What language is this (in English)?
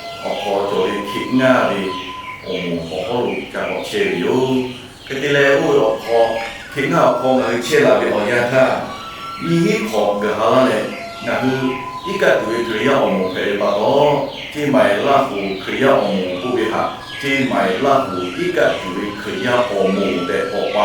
Lahu